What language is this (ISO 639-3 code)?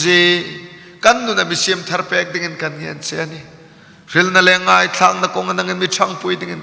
hmr